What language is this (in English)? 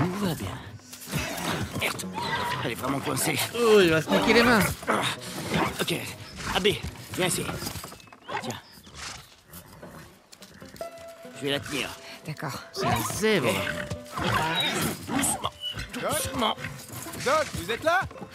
French